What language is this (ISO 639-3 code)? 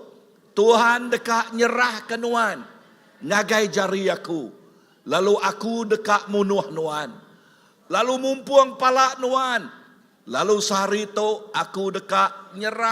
iba